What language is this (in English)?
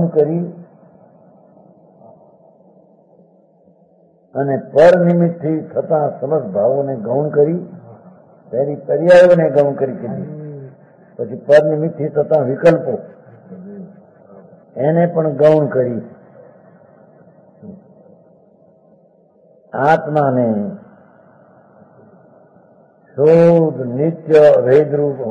Gujarati